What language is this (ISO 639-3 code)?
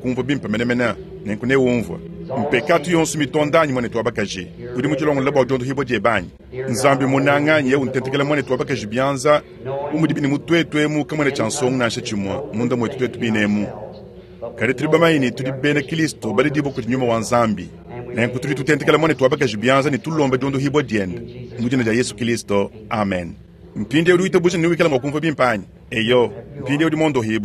lua